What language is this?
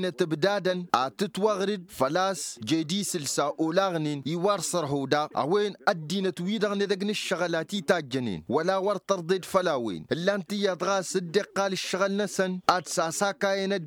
Tamasheq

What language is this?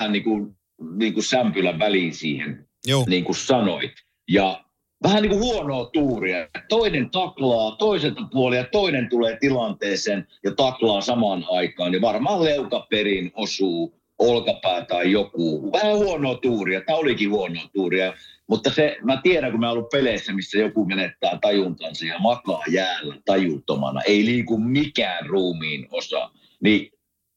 Finnish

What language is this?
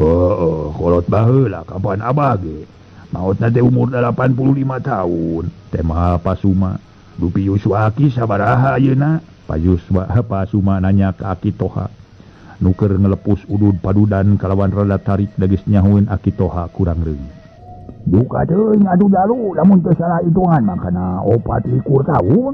Sundanese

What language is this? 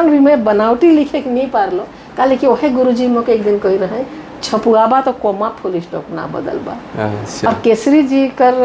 Sadri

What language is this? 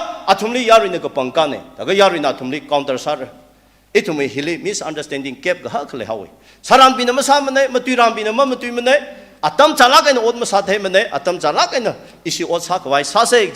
Tangkhul Naga (India)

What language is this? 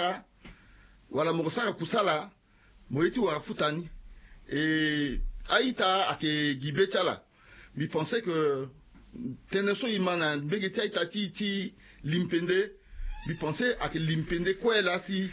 Sango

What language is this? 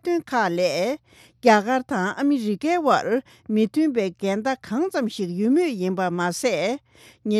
Tibetan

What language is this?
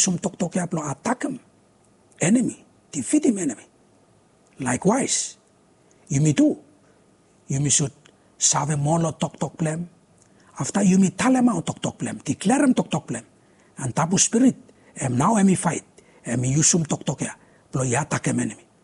Bislama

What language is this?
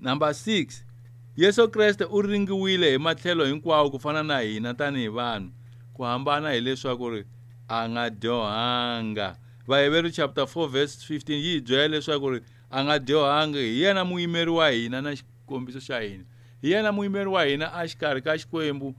Tsonga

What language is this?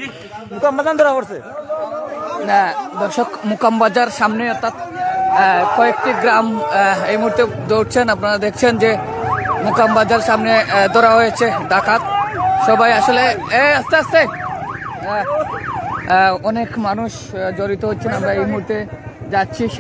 Sylheti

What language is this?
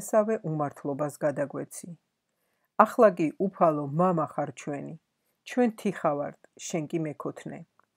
Georgian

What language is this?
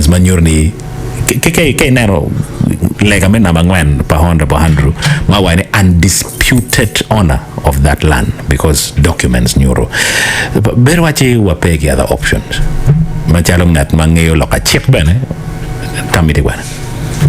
Acoli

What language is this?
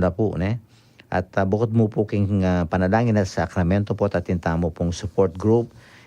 Pampanga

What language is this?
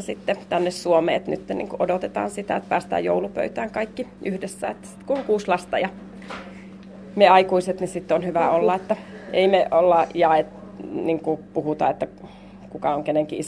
Finnish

